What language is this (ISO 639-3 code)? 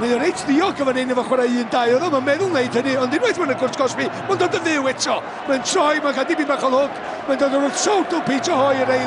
cym